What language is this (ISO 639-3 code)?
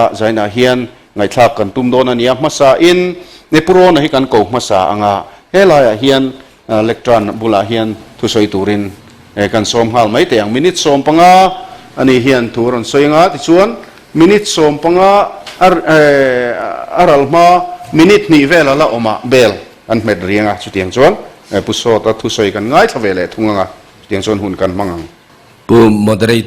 lus